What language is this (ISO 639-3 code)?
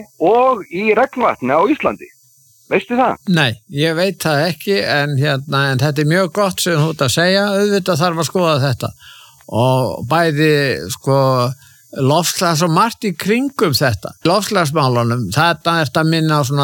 isl